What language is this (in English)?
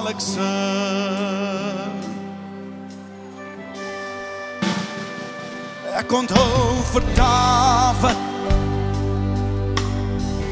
Afrikaans